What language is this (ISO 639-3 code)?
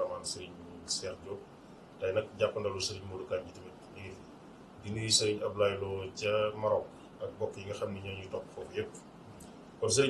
wol